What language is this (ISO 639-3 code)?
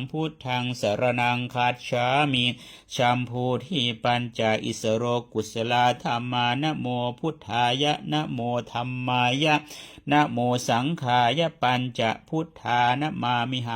pli